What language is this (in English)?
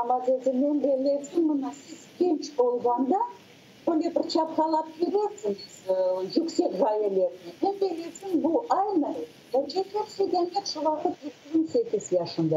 Crimean Tatar